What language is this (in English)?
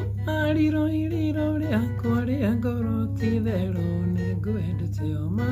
Kikuyu